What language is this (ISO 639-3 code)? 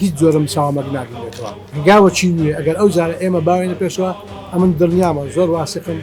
ckb